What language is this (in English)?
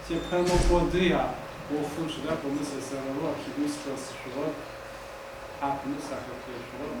Adyghe